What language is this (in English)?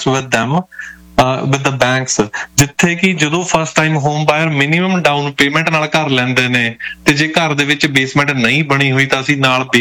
Punjabi